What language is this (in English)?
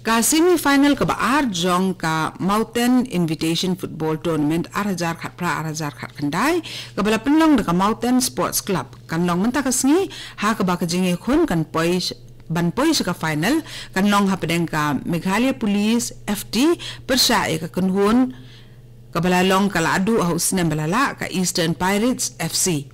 Khasi